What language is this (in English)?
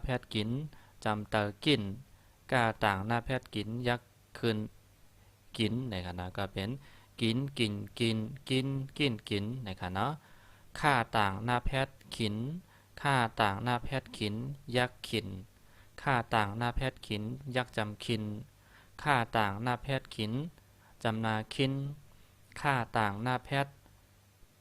Shan